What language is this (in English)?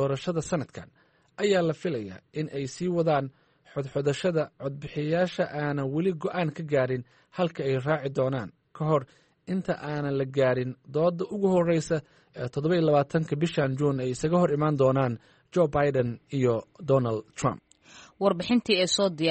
Somali